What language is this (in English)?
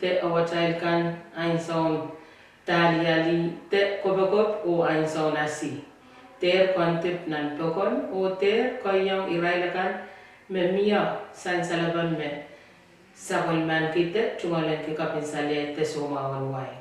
Pohnpeian